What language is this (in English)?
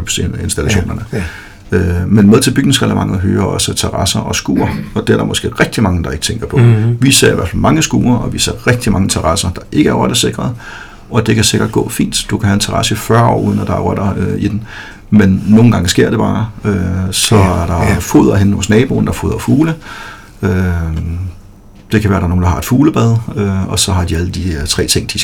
Danish